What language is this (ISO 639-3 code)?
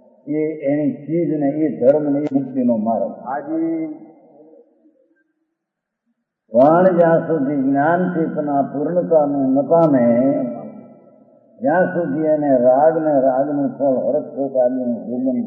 guj